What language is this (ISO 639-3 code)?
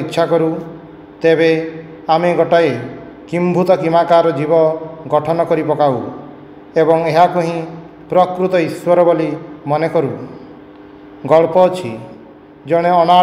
ori